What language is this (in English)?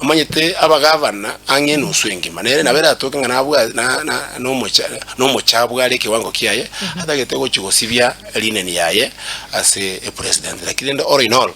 Gusii